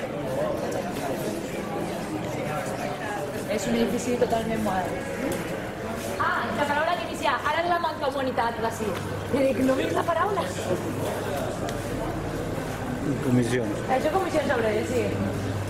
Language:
Catalan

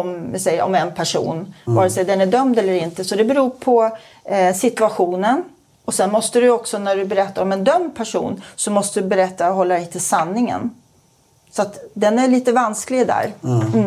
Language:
Swedish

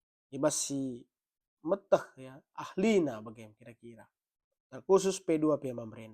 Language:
Batak Karo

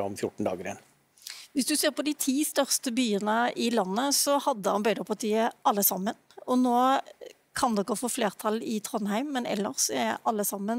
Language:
Norwegian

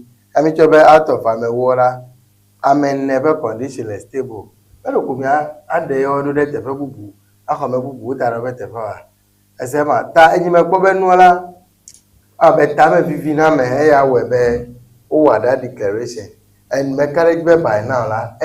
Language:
Ewe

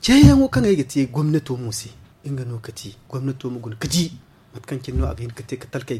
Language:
Zarma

